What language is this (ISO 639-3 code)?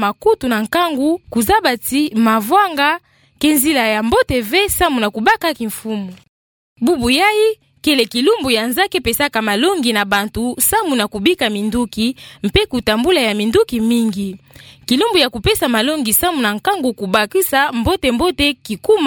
ktu